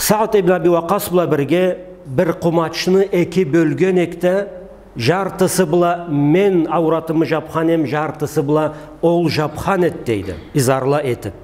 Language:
Karachay-Balkar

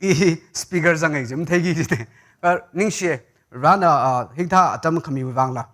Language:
Tangkhul Naga (India)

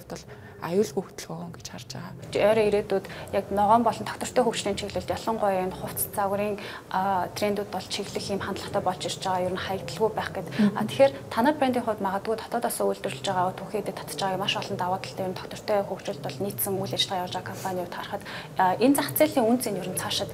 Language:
Mongolian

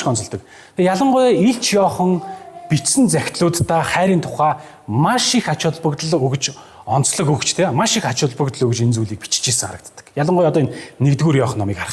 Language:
Mongolian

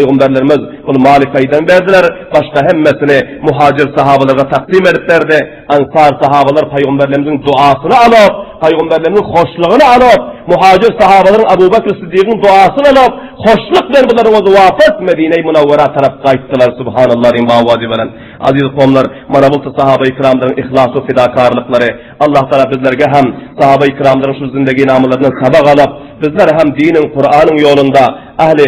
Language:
Turkmen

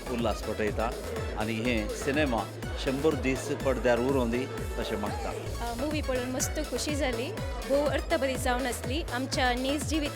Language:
Konkani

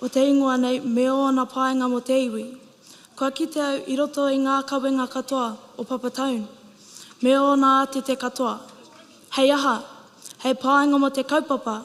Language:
Māori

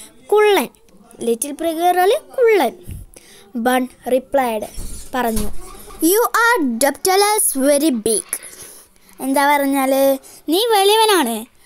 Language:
Malayalam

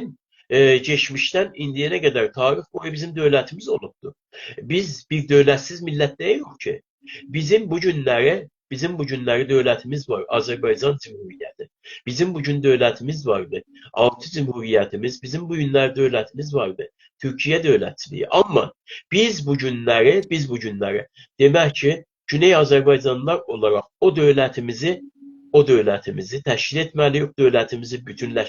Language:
South Azerbaijani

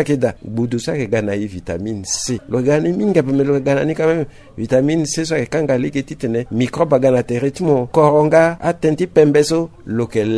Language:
Sango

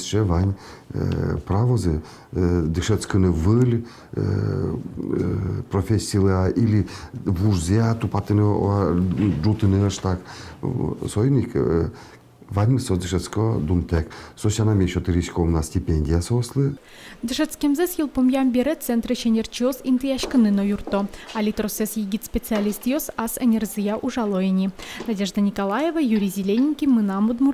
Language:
Udmurt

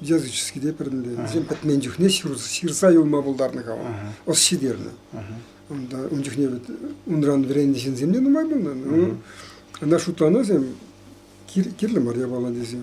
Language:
Chuvash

